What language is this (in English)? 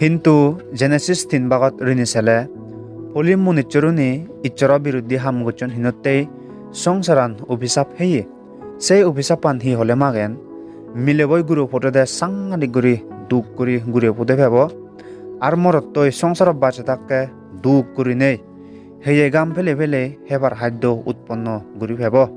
Chakma